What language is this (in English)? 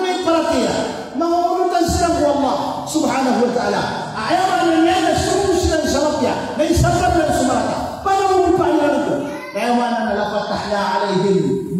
Maranao